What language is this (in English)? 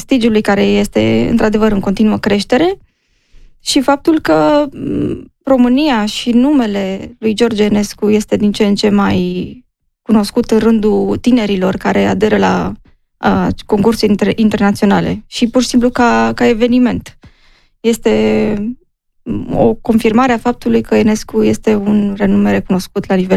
Romanian